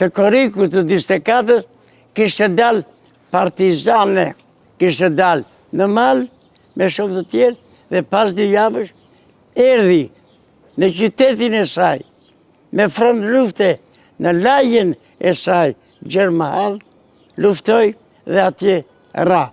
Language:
Albanian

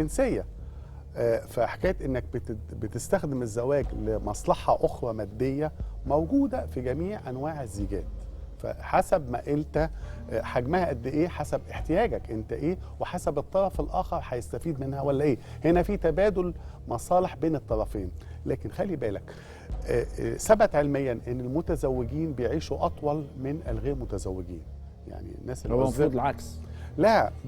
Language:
Egyptian Arabic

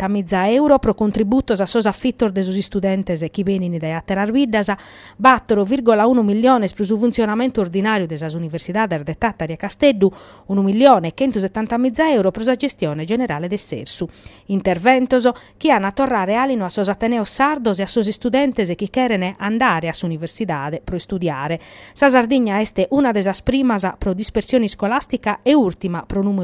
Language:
Sardinian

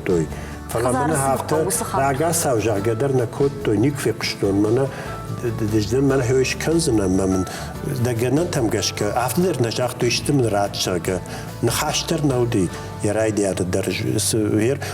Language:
Ossetic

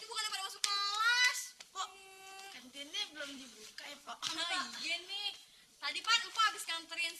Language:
Betawi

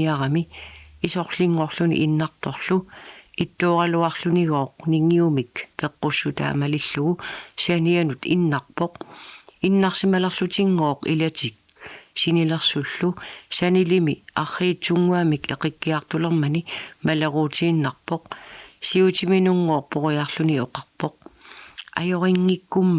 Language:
Kalaallisut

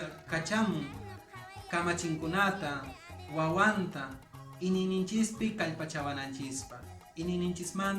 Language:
Quechua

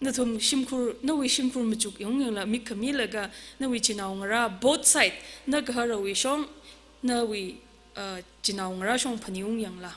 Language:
Tangkhul Naga (India)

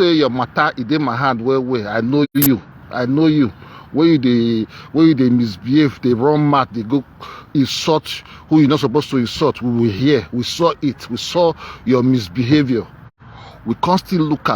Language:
Nigerian Pidgin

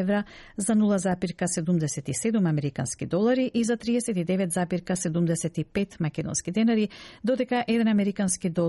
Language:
Macedonian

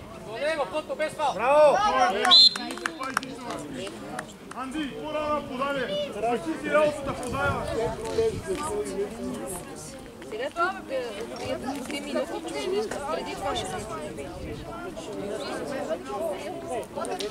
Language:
Bulgarian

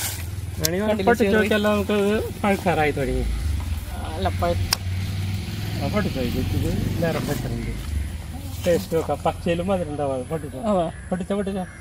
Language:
Malayalam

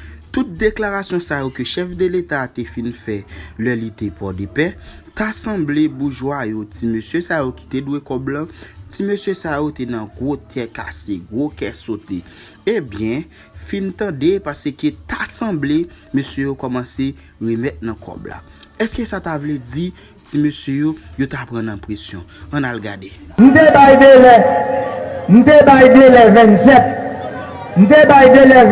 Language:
Haitian Creole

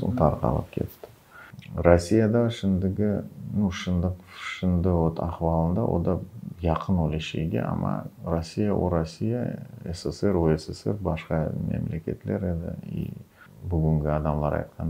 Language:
Crimean Tatar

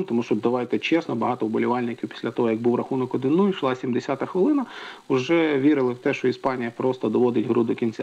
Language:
Ukrainian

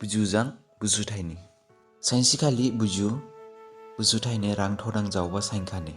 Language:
Dimasa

